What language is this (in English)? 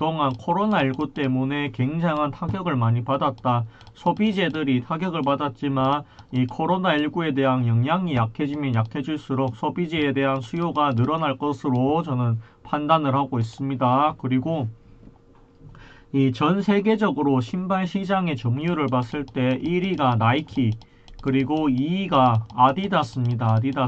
Korean